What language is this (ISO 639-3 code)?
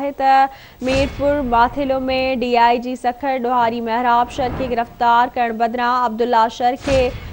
snd